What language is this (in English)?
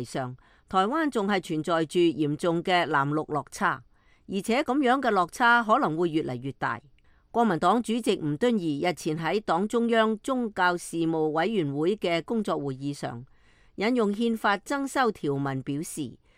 Cantonese